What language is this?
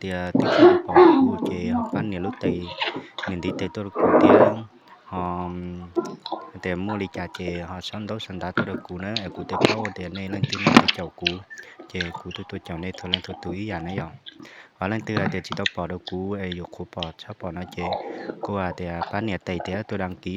Hmong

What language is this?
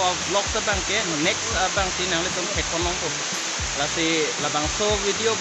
Karbi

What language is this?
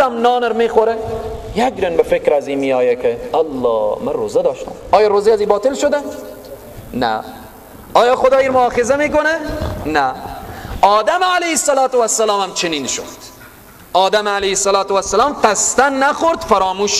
Persian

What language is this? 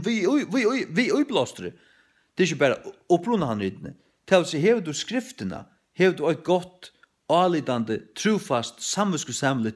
Faroese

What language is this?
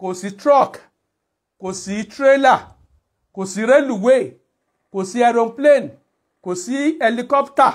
Yoruba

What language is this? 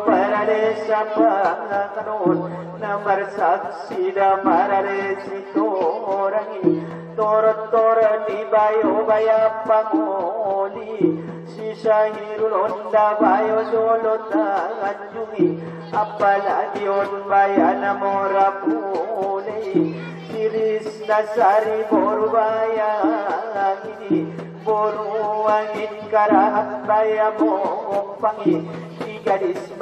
Batak Angkola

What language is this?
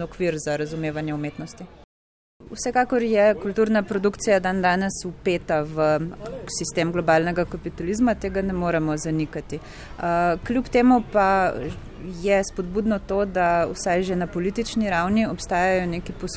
Slovenian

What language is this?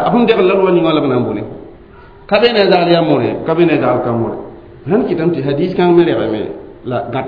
Mossi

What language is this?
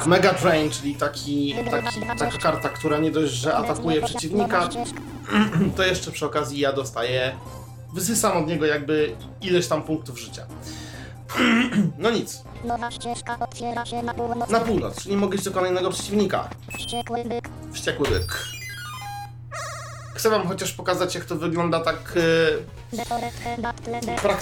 Polish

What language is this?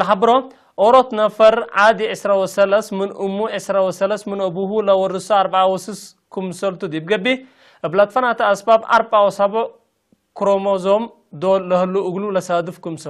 Tigre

